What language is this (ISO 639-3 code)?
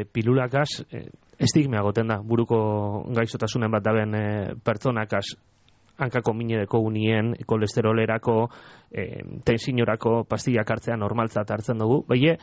eus